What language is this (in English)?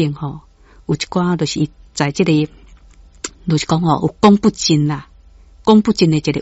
Min Nan Chinese